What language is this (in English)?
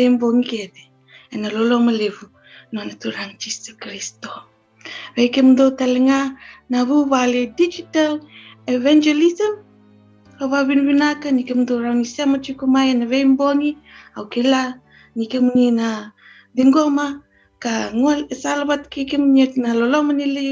Fijian